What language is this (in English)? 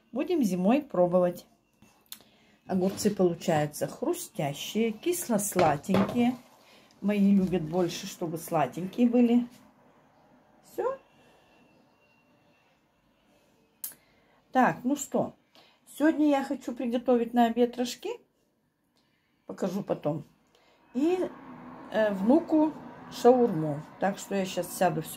Russian